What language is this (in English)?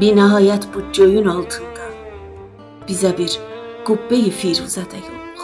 South Azerbaijani